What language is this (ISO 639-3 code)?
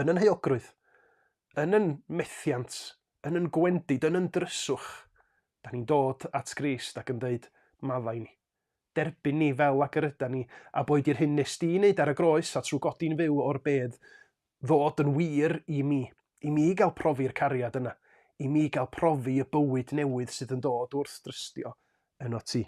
cym